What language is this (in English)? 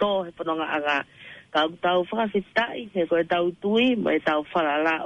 Tongan